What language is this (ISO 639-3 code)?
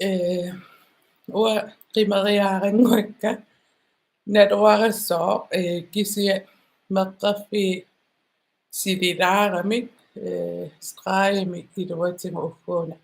kal